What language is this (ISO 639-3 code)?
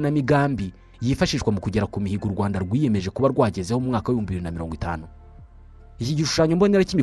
kin